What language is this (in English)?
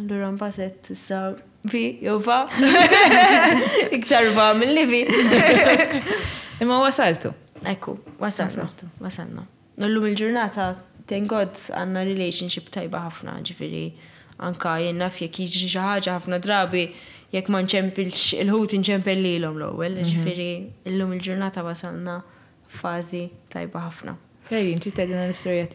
Maltese